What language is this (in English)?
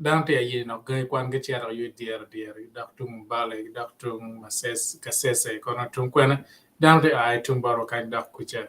Acoli